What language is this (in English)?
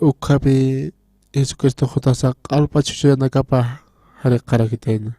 Aymara